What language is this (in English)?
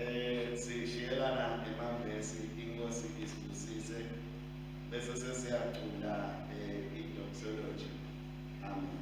Swati